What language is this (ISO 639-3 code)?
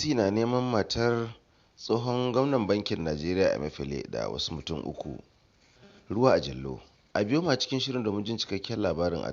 hau